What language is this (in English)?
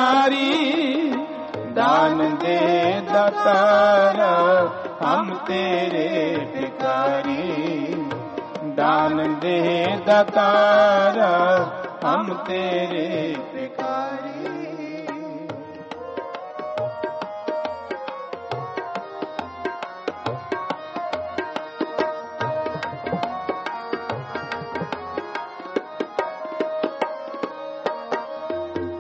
Punjabi